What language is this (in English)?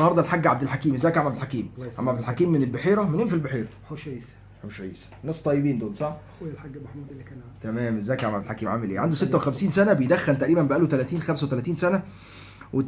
Egyptian Arabic